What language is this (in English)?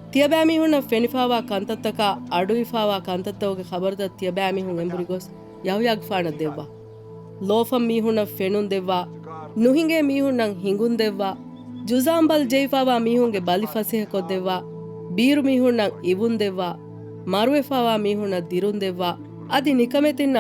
Divehi